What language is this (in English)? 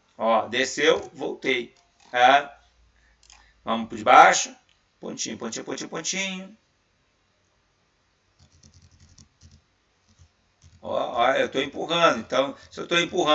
Portuguese